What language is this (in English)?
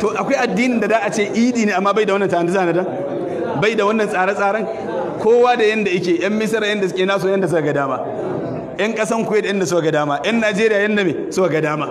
Hausa